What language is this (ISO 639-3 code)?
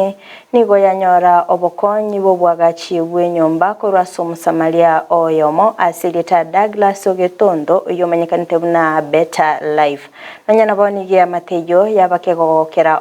guz